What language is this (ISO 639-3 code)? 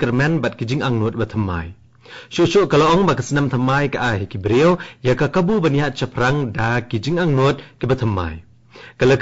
kha